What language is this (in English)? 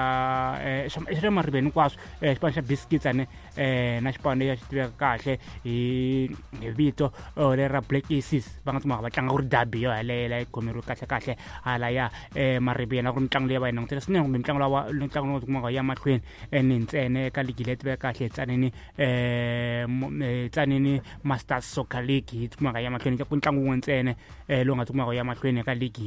Tsonga